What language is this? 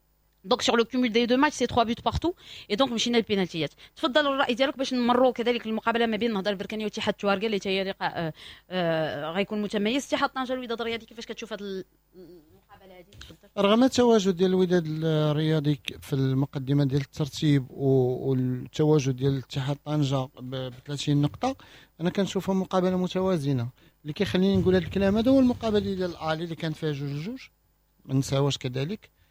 Moroccan Arabic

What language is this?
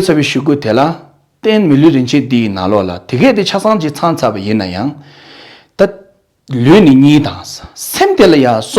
Tibetan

